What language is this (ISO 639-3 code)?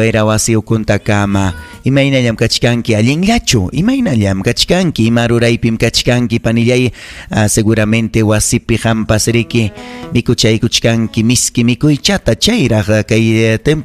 quy